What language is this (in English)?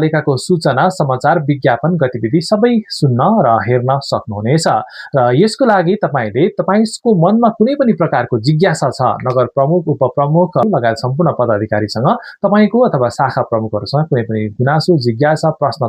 Nepali